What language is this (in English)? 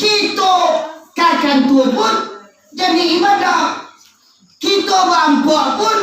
Minangkabau